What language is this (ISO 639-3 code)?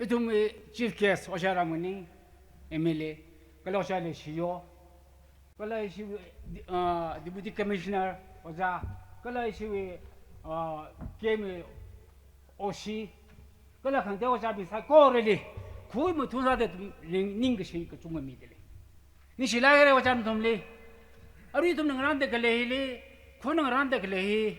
nmf